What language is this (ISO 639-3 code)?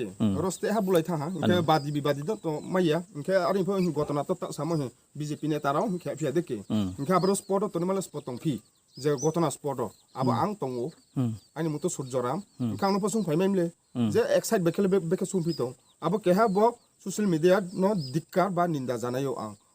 ria